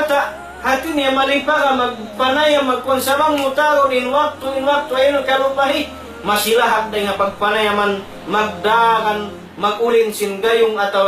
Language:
Tausug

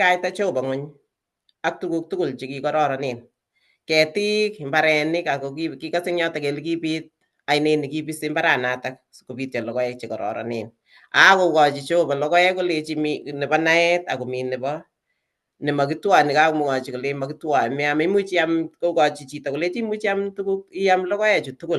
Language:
Kalenjin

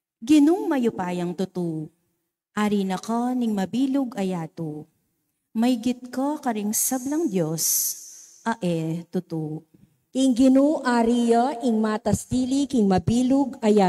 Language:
Pampanga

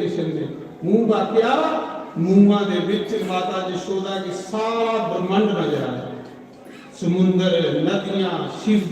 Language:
Dogri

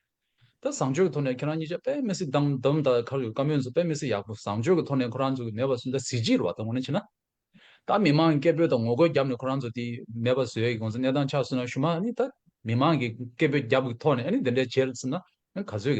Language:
Tibetan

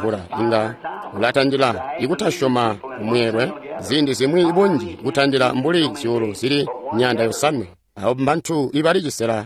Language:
Tonga (Zambia)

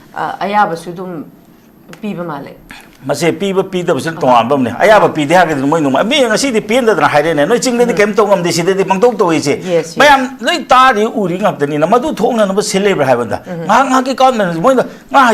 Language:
Manipuri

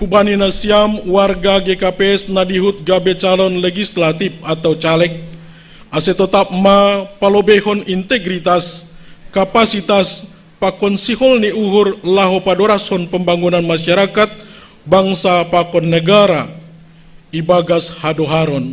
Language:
Batak Simalungun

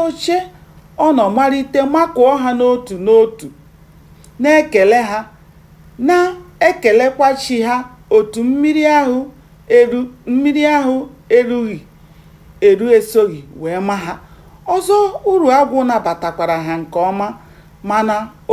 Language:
Igbo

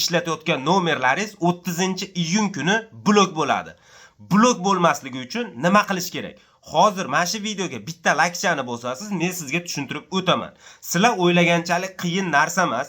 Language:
Uzbek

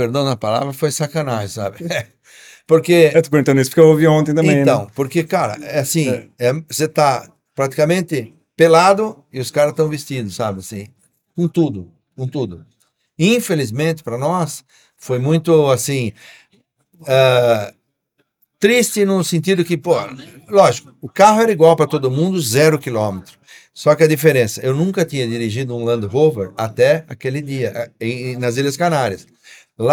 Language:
Portuguese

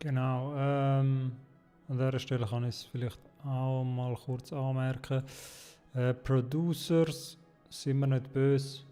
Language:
Swiss German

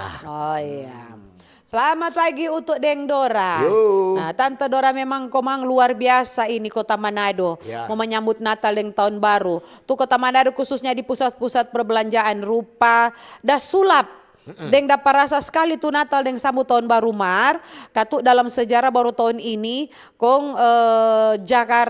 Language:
Manado Malay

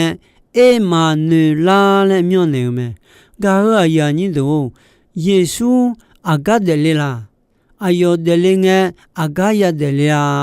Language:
Akha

